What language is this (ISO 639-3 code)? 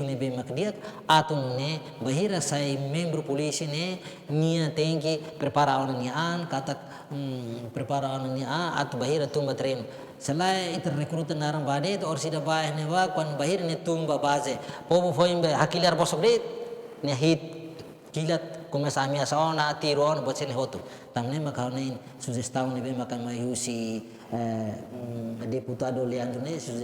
tet